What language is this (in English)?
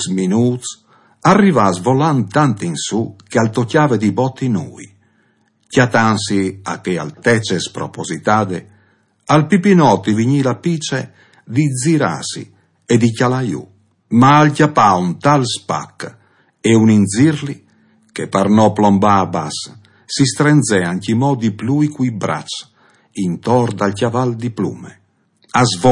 Friulian